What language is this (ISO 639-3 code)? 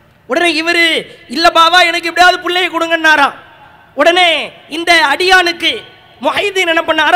tam